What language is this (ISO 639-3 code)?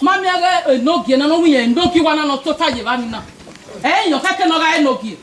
bin